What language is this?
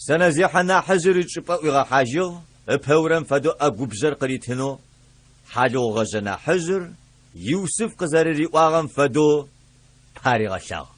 Adyghe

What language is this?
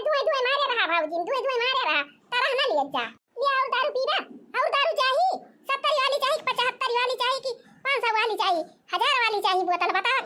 Awadhi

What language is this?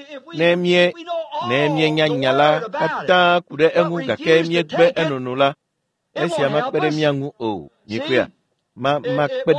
Ewe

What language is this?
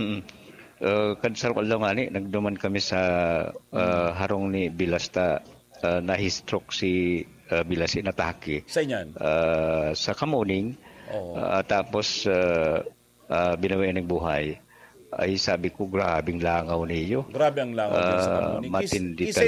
Bikol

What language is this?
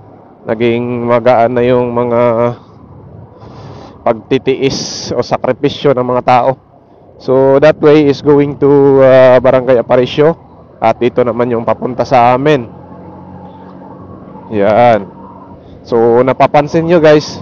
Filipino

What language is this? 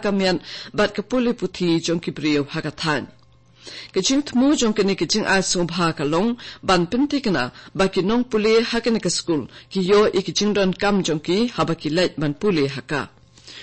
Khasi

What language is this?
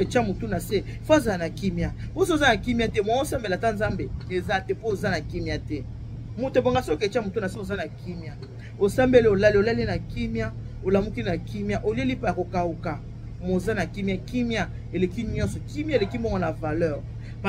Lingala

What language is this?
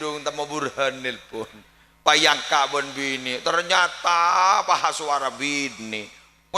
Madurese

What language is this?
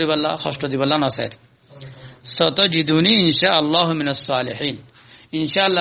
Rohingya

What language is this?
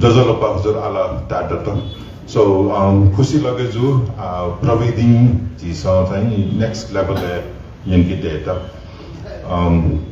Newari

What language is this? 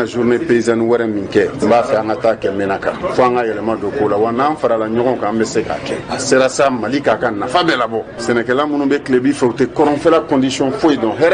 Bambara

